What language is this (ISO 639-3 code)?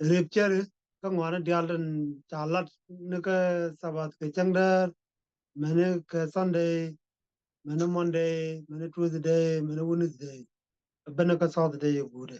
nus